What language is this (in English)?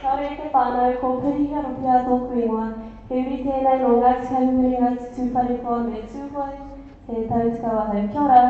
Māori